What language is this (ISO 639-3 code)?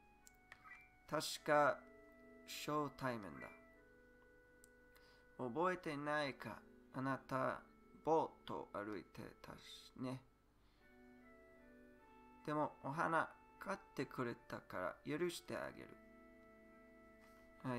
jpn